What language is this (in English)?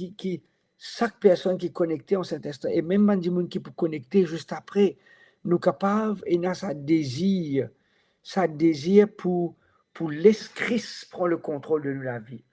Morisyen